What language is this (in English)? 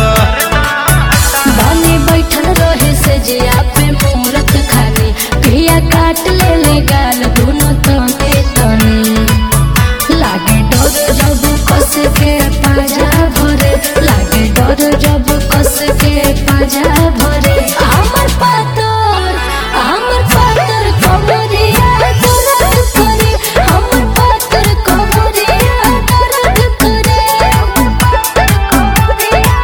Bhojpuri